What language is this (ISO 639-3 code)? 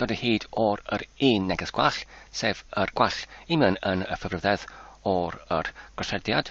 cym